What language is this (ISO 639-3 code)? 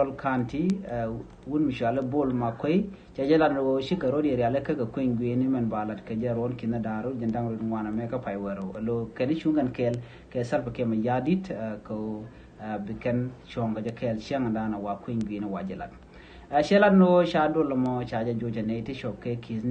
nus